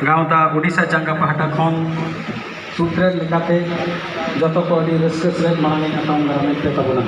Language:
Santali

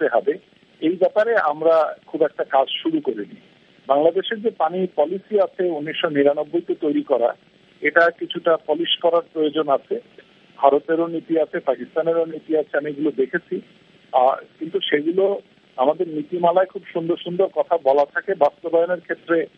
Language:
Bangla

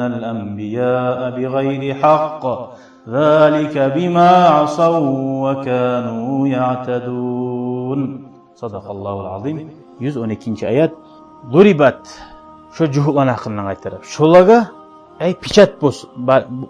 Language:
Kumyk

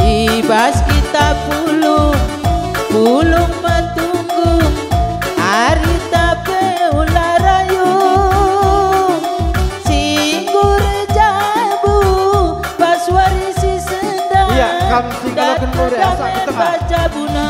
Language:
Batak Karo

